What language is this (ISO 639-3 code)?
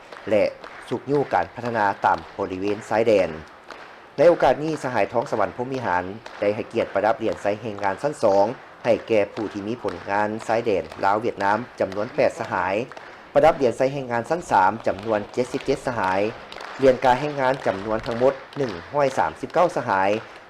lao